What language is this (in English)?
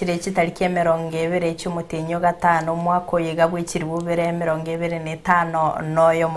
Gusii